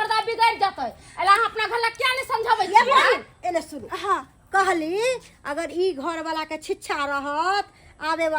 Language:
Maithili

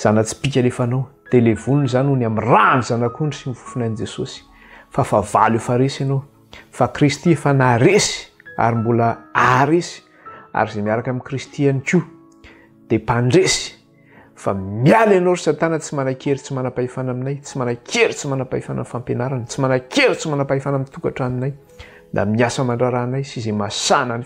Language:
Malagasy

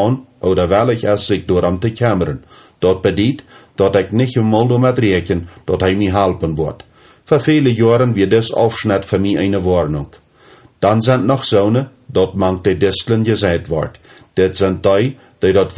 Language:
Plautdietsch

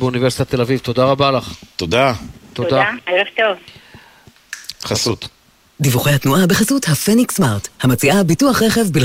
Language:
Hebrew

